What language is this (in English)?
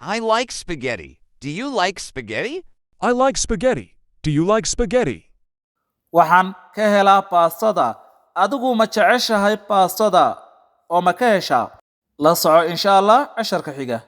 Somali